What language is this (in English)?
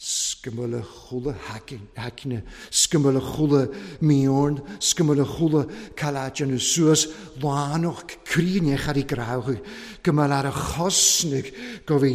Welsh